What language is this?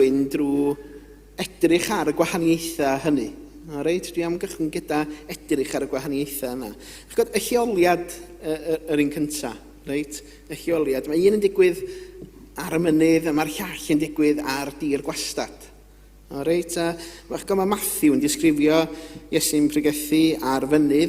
Welsh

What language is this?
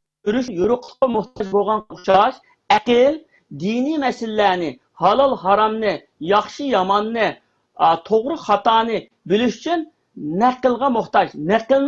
Uyghur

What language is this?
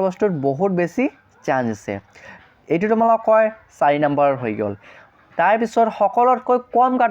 Assamese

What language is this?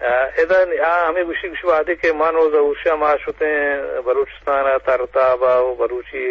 Eastern Balochi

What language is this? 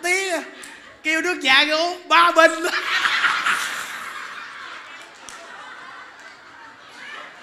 Vietnamese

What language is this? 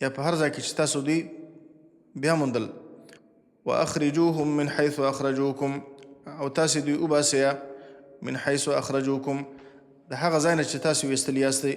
Pashto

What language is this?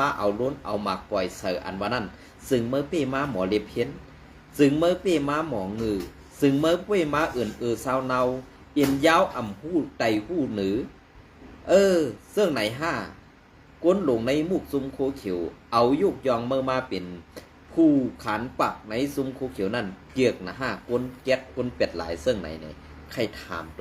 Shan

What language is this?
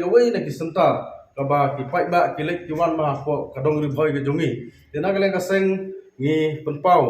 Khasi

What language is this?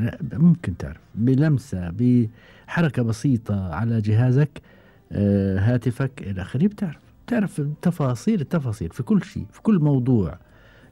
Gulf Arabic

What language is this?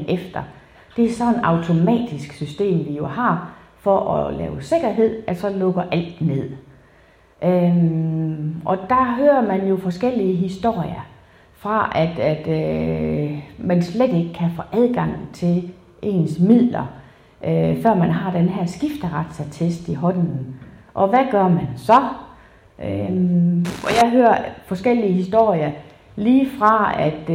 Danish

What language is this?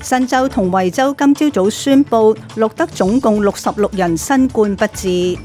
Cantonese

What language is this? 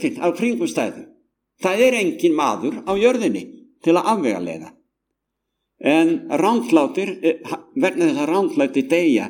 Icelandic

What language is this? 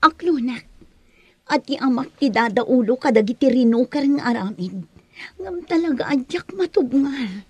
Iloko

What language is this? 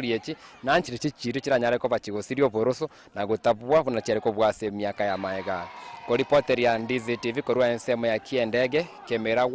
Gusii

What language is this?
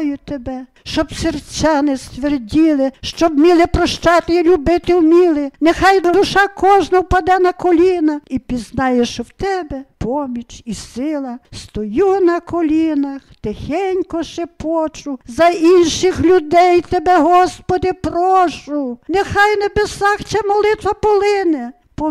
Ukrainian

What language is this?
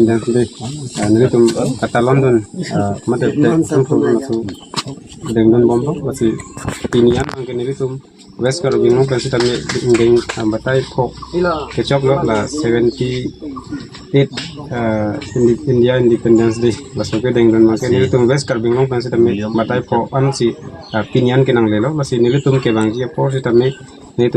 Karbi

